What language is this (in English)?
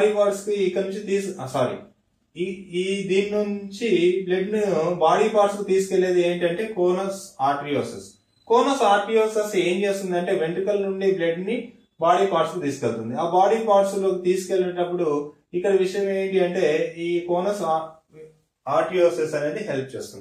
Telugu